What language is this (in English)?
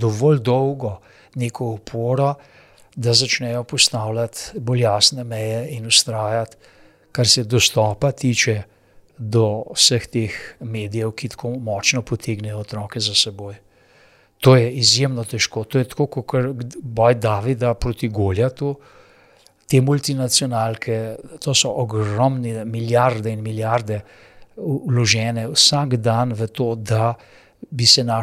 Slovenian